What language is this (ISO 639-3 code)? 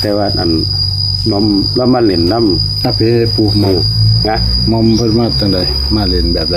tts